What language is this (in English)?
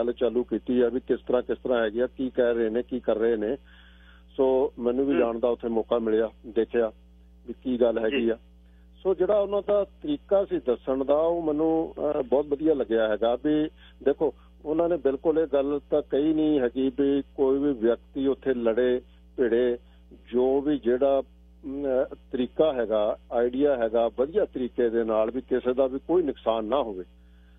Punjabi